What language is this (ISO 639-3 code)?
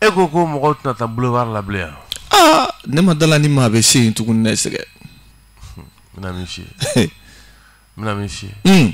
bam